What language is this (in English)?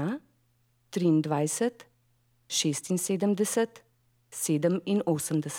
Slovenian